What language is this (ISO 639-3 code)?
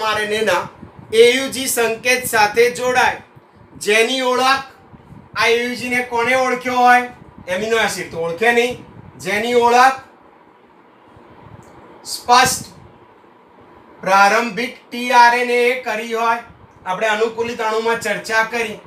guj